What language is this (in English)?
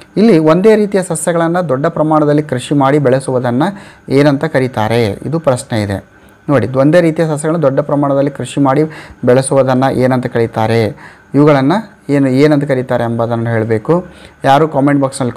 Kannada